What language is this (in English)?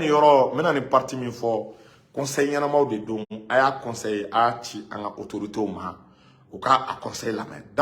Bambara